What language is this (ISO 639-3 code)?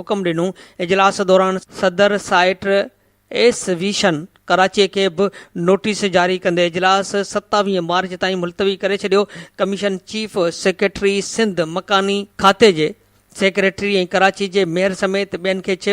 snd